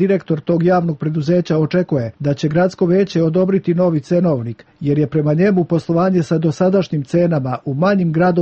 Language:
Serbian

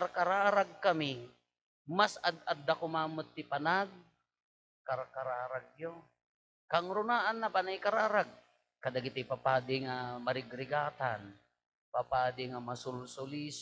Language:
Iloko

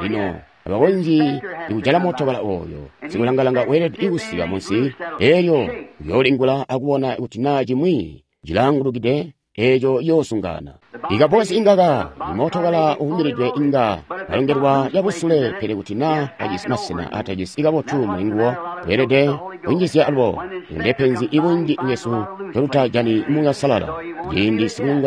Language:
Tonga (Zambia)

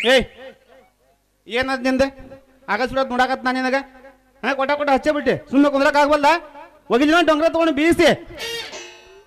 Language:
Kannada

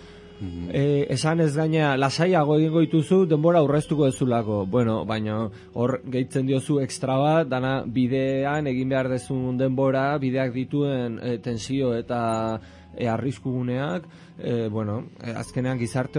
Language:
Basque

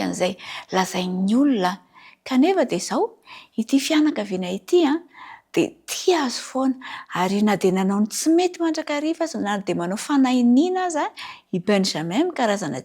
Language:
Malagasy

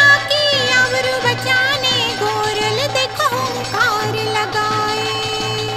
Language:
Hindi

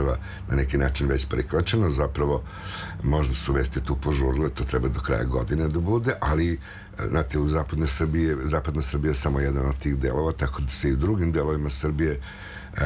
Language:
Serbian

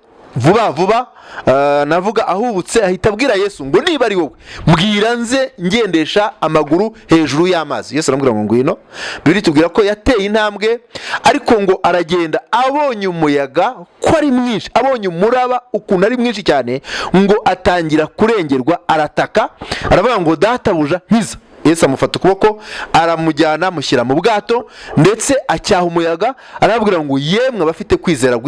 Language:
Kinyarwanda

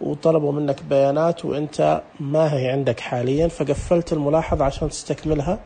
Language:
Najdi Arabic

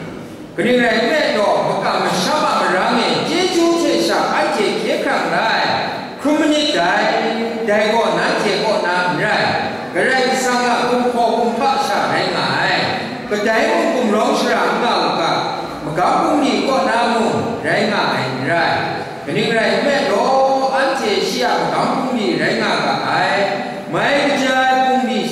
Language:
Kachin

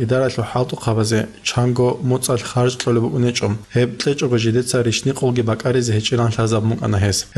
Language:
Avaric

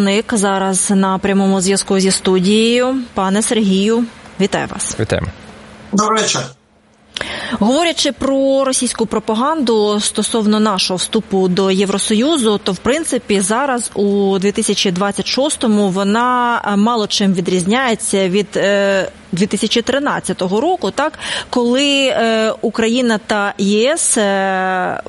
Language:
Ukrainian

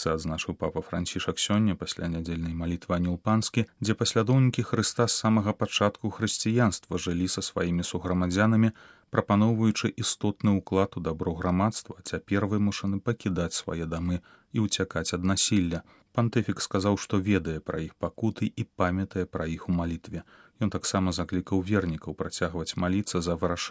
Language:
Belarusian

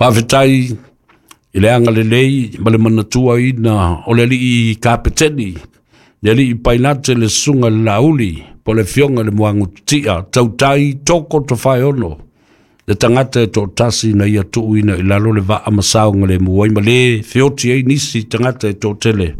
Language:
Samoan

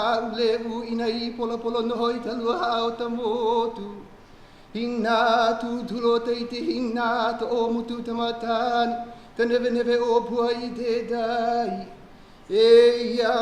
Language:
Hawaiian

